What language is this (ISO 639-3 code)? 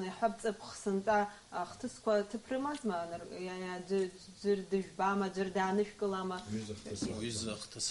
abk